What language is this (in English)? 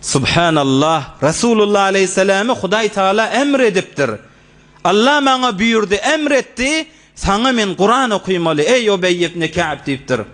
Turkmen